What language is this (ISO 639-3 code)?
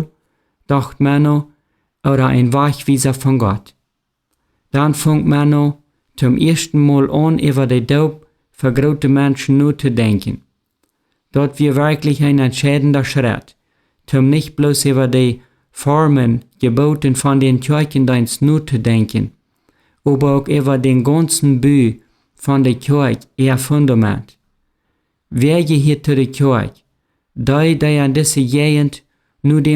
pdt